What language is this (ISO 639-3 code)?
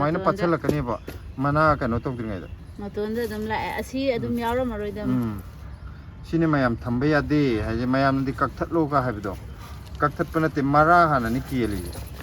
mni